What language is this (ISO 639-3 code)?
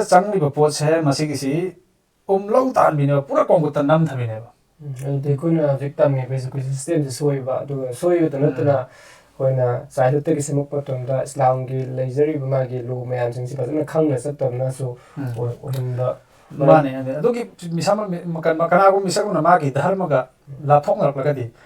mni